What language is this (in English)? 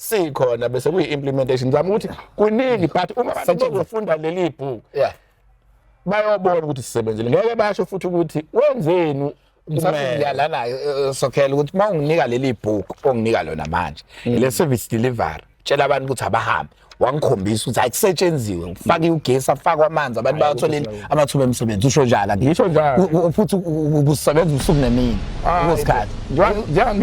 Zulu